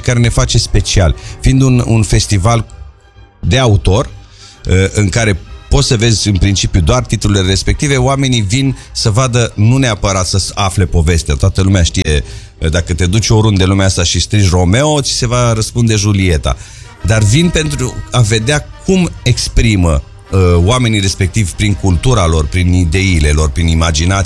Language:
Romanian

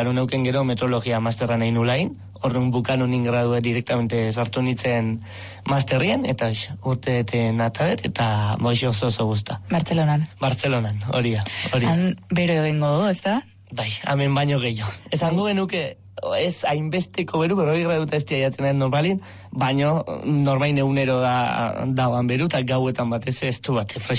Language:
Basque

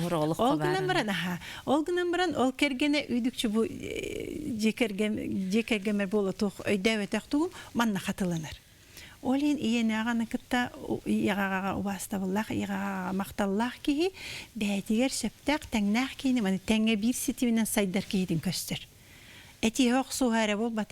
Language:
Yakut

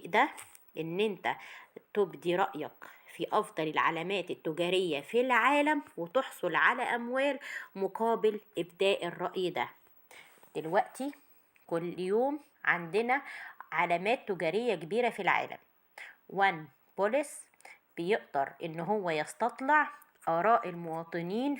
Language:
Egyptian Arabic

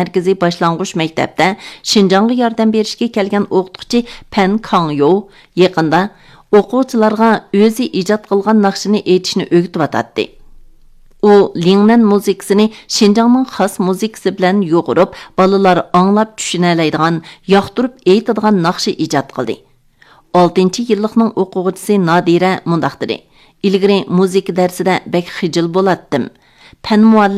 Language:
Uyghur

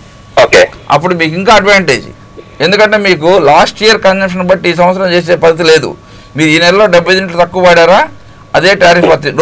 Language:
Telugu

